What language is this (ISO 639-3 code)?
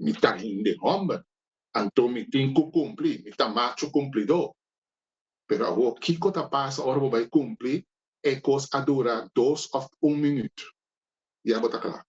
pap